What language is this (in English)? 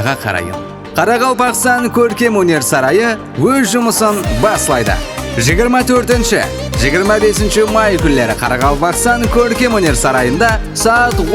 Kara-Kalpak